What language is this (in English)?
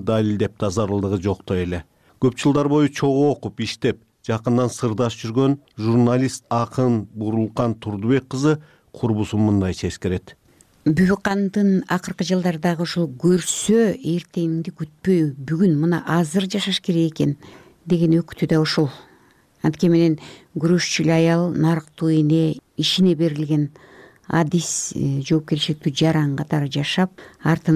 Kyrgyz